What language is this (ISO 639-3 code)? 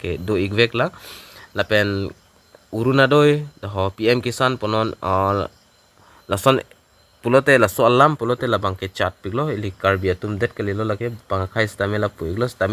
mjw